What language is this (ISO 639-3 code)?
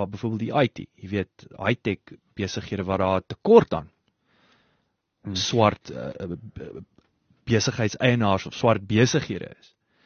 afr